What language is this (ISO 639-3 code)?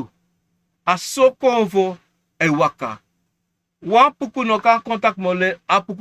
srn